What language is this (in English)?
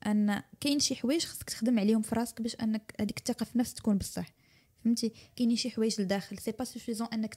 Moroccan Arabic